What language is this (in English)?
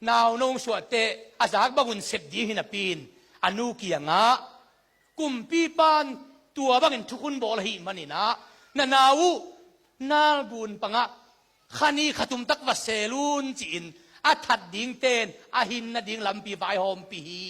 Tedim Chin